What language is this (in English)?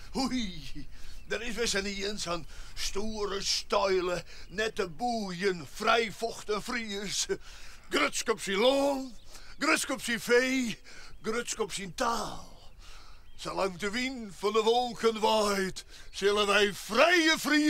Western Frisian